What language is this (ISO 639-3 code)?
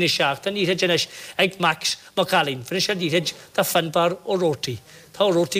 gle